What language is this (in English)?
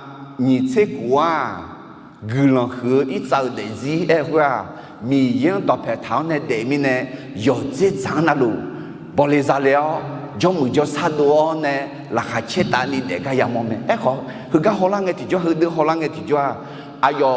Akha